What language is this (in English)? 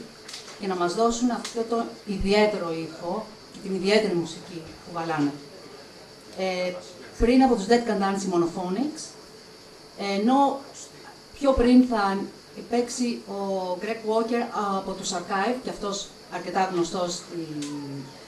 Greek